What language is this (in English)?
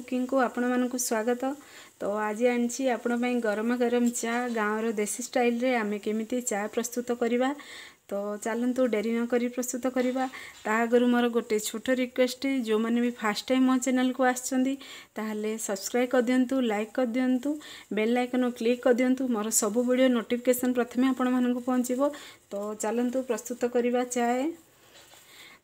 Odia